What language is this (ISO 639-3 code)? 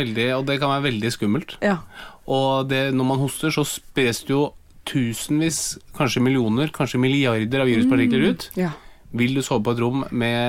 nor